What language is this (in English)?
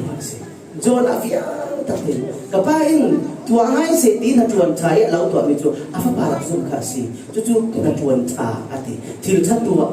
Falam Chin